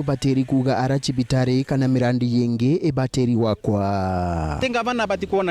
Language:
Meru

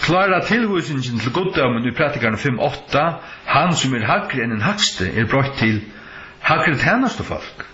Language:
Faroese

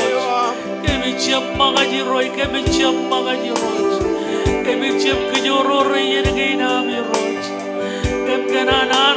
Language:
Marshallese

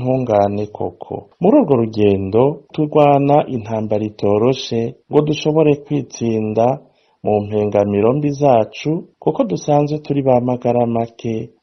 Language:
Rundi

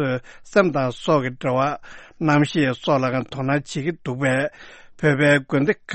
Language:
Tibetan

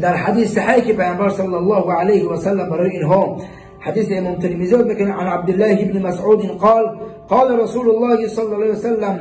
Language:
Tajik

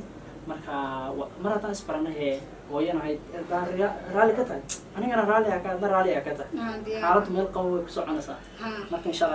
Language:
Somali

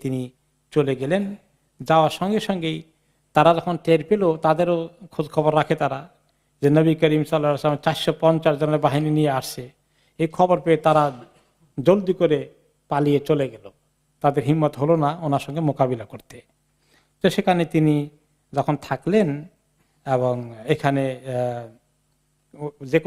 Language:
Bangla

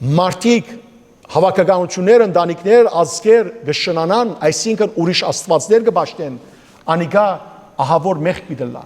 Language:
Western Armenian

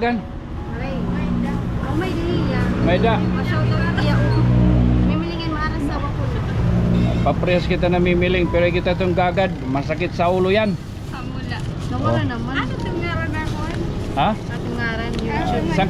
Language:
Waray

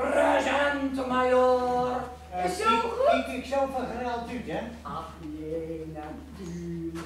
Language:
Gronings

